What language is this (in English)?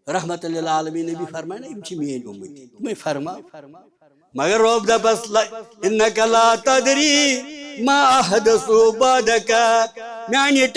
Kashmiri